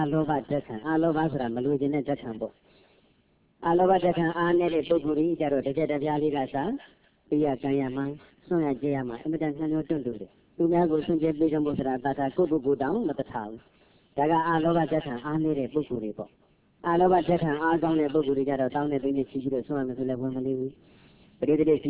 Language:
Burmese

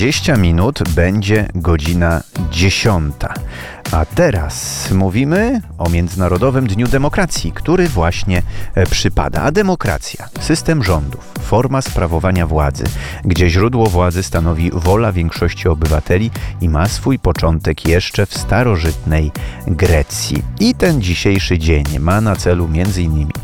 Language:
Polish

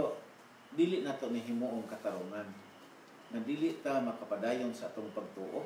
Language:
Cebuano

